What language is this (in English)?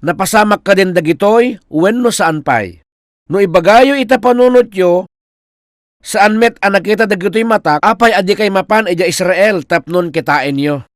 Iloko